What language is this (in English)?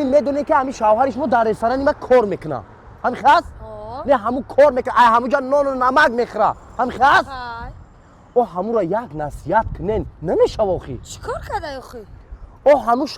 Tajik